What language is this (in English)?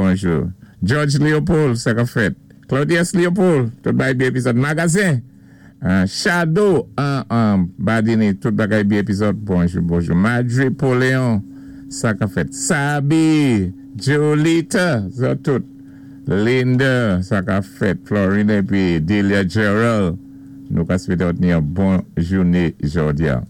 Saint Lucian Creole French